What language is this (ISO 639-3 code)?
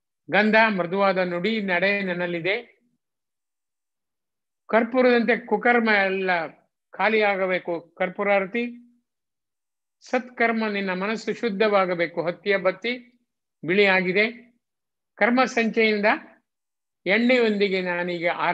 kan